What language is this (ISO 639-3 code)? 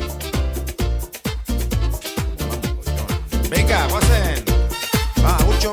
eus